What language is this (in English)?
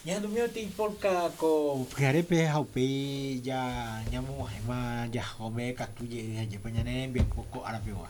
Guarani